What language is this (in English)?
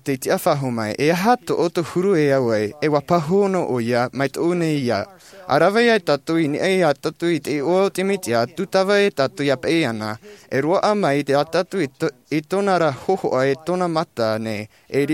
Tahitian